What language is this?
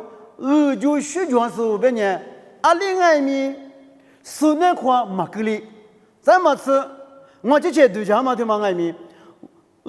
Lisu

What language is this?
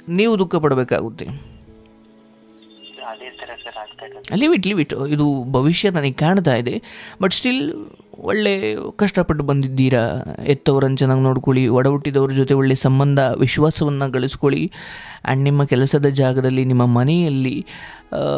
Kannada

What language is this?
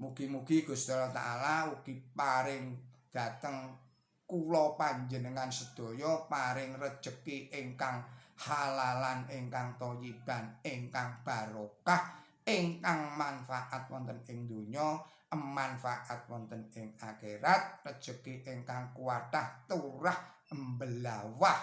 Javanese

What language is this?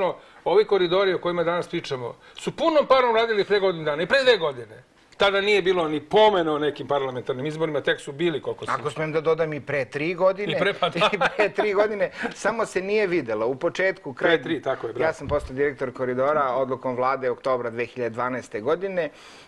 Serbian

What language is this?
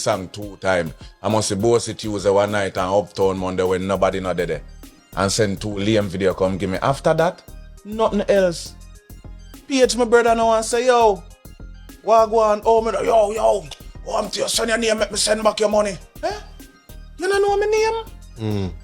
Jamaican Creole English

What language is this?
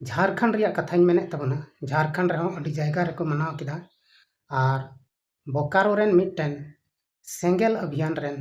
Santali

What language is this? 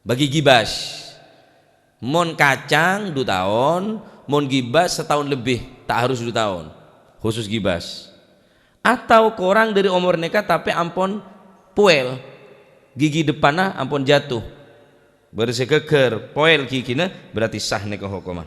Madurese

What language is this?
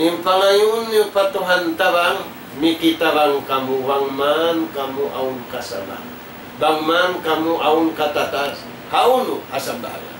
Tausug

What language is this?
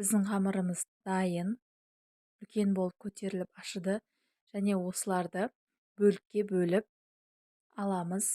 Kazakh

